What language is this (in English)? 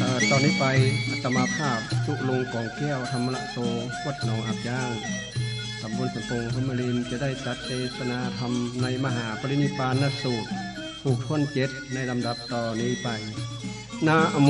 Northern Thai